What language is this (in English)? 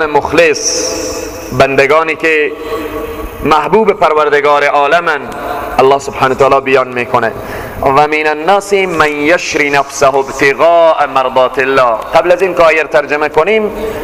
Persian